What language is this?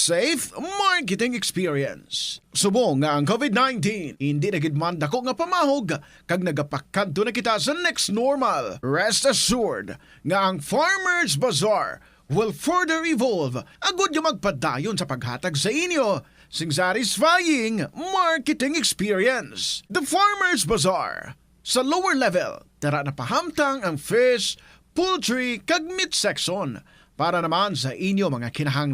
Hiligaynon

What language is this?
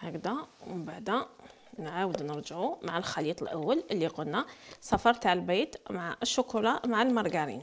Algerian Arabic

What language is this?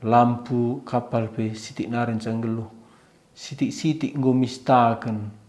Batak Karo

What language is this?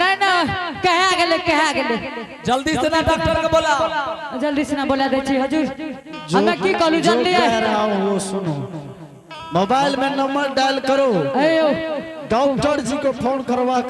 Angika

